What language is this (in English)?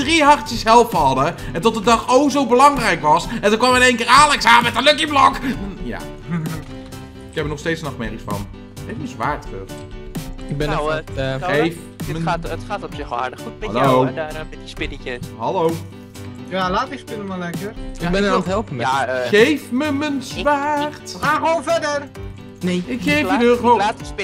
Dutch